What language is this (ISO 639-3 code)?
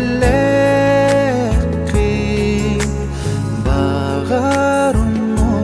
sah